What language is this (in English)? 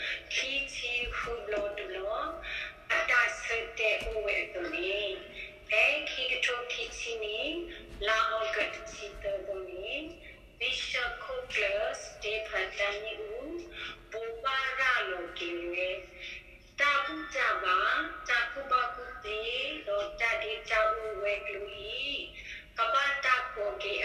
S'gaw Karen